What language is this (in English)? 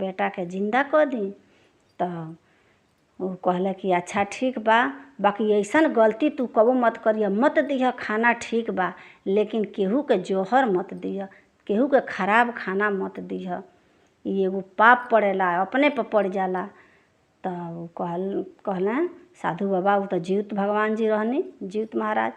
Bhojpuri